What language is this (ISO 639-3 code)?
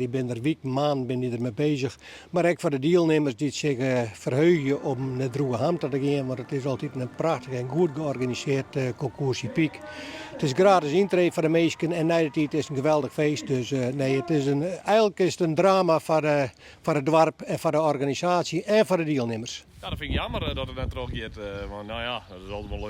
fry